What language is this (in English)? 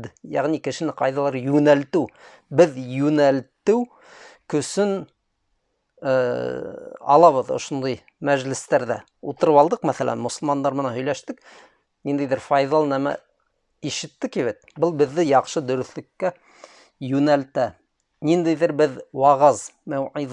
Bashkir